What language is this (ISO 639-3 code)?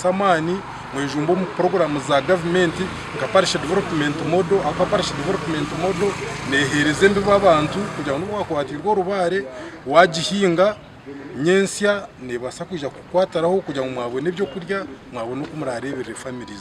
nyn